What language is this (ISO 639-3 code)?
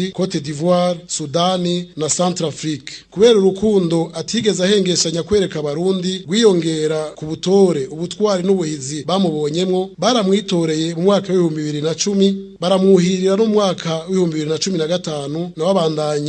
run